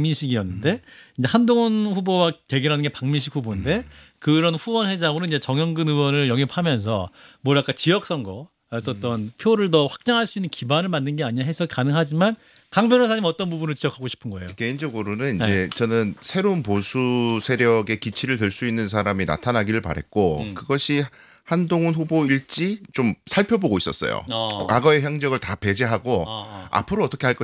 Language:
Korean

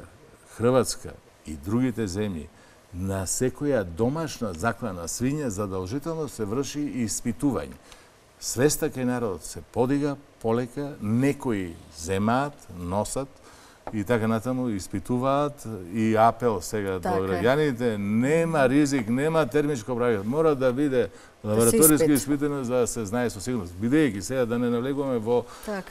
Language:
Macedonian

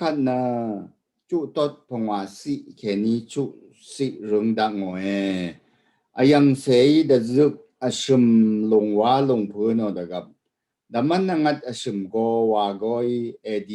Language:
Rawang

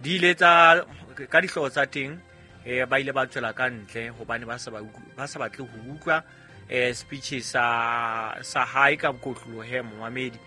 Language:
Southern Sotho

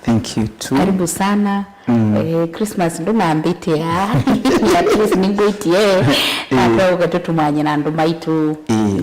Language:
Kamba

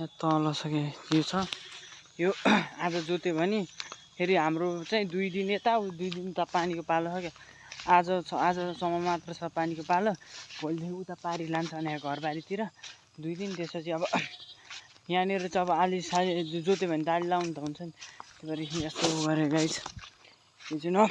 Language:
Nepali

